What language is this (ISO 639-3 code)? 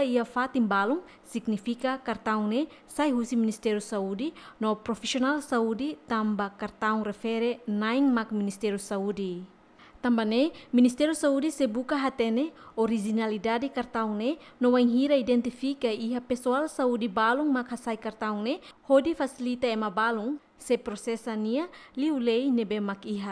tet